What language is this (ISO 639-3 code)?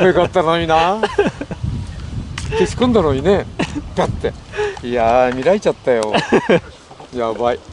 jpn